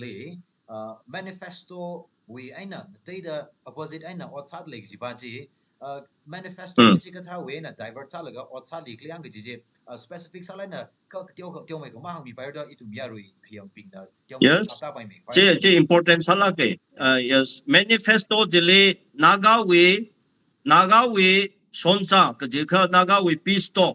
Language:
Tangkhul Naga (India)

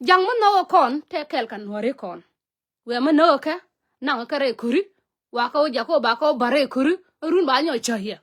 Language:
Nuer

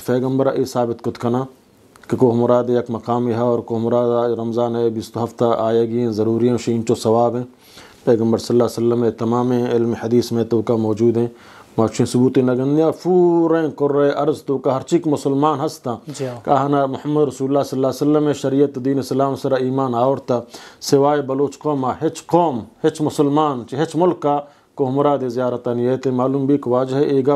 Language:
Eastern Balochi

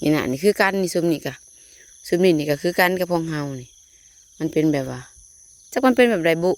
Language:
Northeastern Thai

